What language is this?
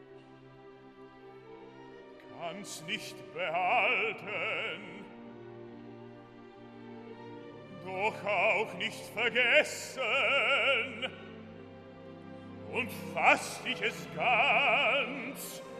Czech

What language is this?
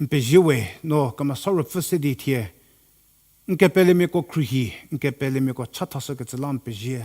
Angami Naga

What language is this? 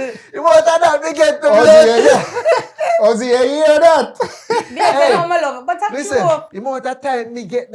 Jamaican Creole English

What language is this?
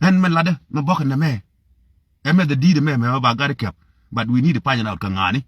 Nuer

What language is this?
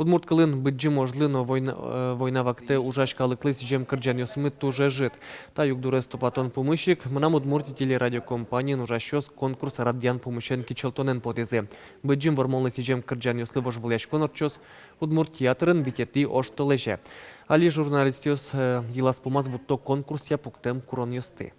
Udmurt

